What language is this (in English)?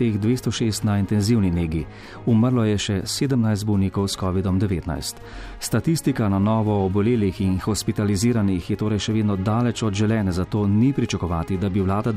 Slovenian